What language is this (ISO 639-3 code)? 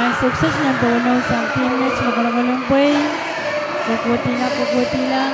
pon